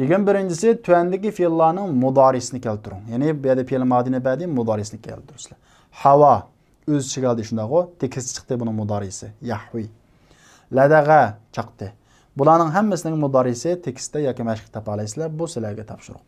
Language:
Uyghur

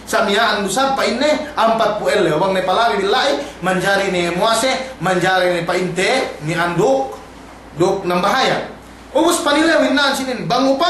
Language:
Yakan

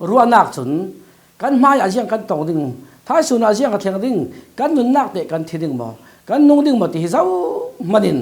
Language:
Falam Chin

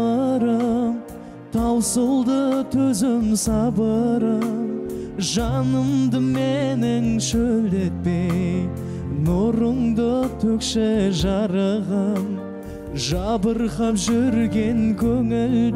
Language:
Kazakh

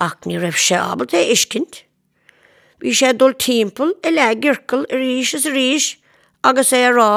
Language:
Irish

